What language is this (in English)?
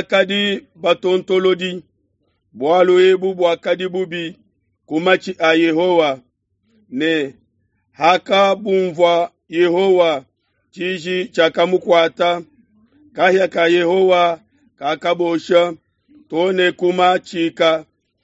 Luba-Lulua